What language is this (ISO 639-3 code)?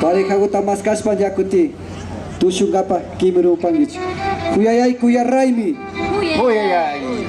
qvi